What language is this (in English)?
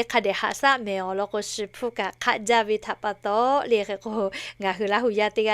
Lahu